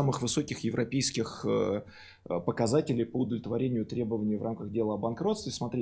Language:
Russian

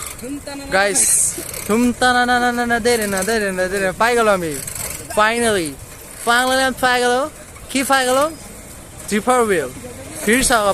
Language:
Assamese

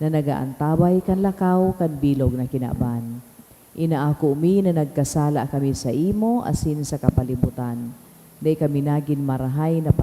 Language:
Bikol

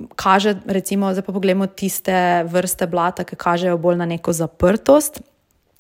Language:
Slovenian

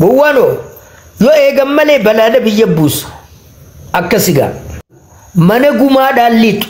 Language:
Oromo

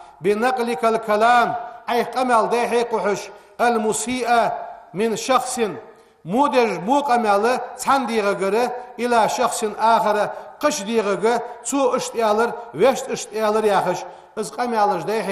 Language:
Ingush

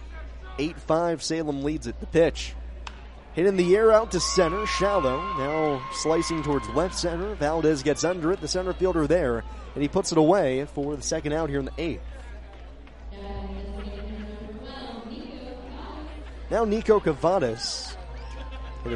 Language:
English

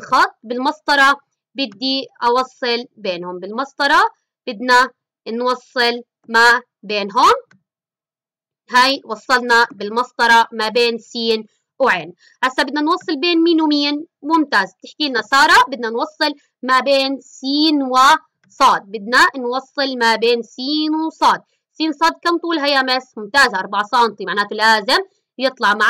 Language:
South Levantine Arabic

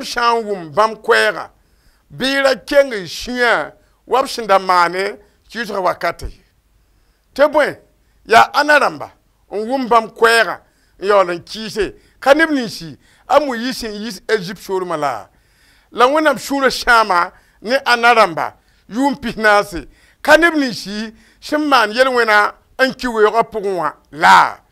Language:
Mossi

